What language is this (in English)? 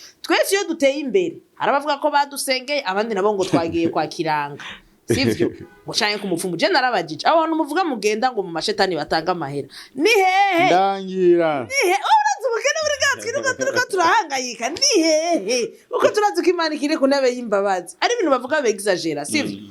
Rundi